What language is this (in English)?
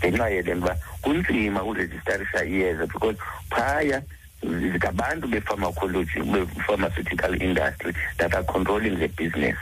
Xhosa